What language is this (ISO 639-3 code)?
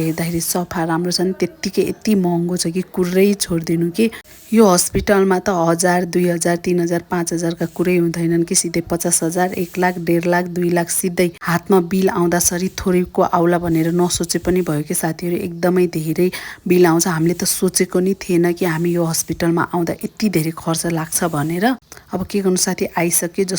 nep